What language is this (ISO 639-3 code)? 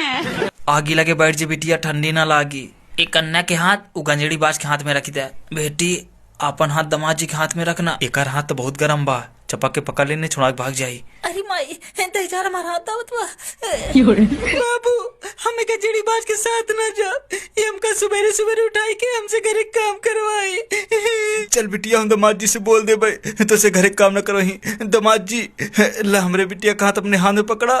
bho